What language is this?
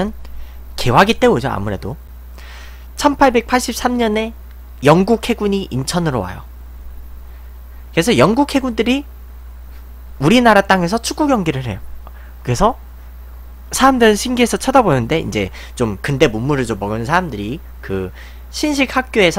Korean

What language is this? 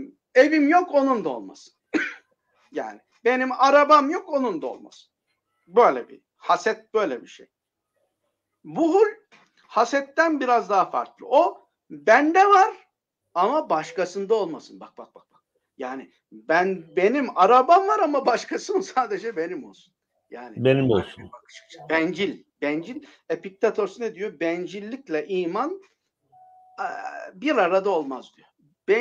Turkish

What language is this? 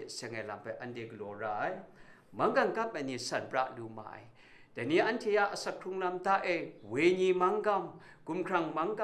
Kachin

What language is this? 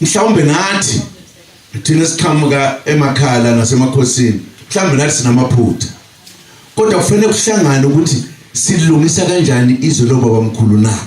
Zulu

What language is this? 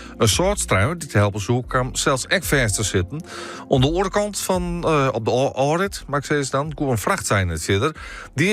Western Frisian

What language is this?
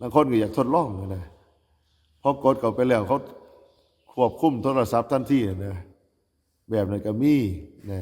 Northeastern Thai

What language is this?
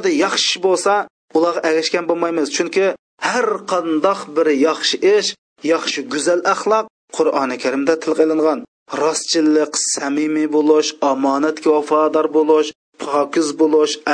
Uyghur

